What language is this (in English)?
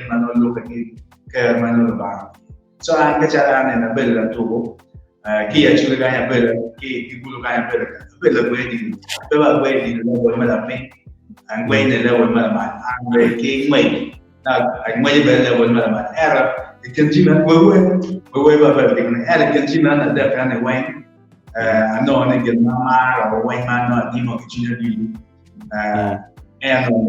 Acoli